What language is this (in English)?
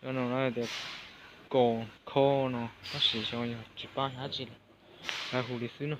Hmong